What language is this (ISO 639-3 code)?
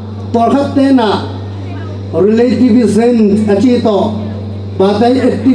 ctd